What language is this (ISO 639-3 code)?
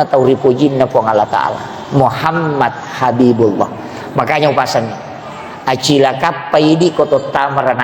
bug